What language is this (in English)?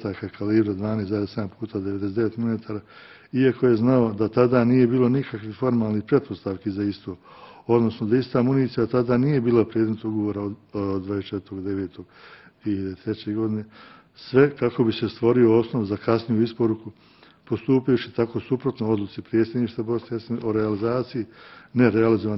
Bosnian